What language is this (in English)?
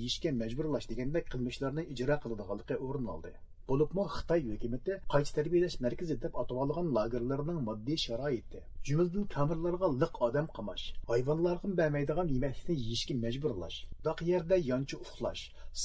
Uyghur